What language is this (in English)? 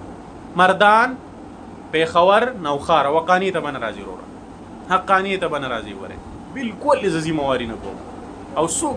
Pashto